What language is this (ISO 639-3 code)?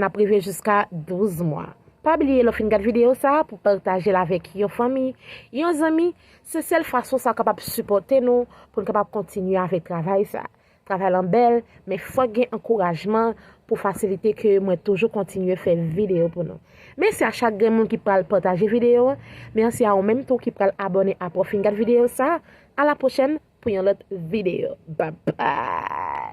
hat